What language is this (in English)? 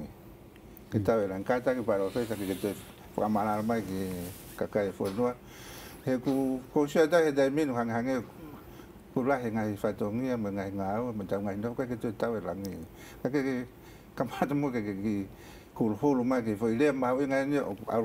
Tongan